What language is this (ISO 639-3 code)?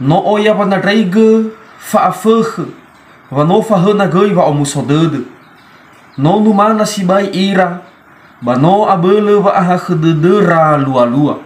nia